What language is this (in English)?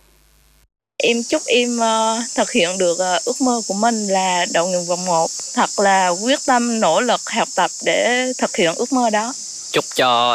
Vietnamese